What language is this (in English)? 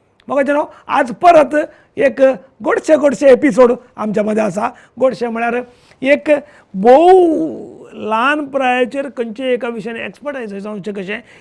Konkani